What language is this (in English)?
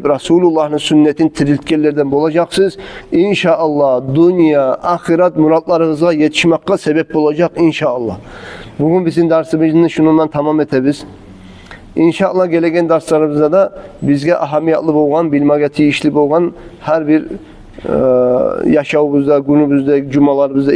Kumyk